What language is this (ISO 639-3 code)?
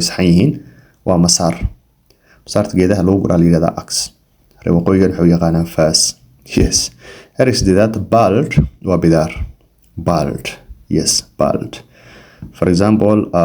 som